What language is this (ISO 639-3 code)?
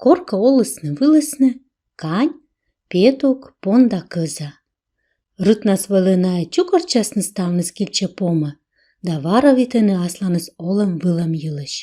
kom